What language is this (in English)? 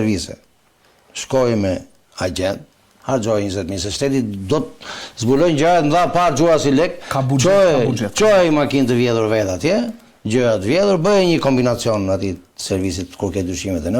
Albanian